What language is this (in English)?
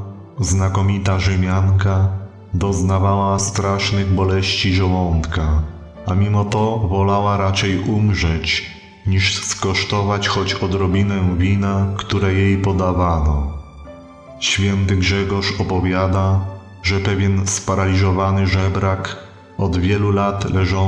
Polish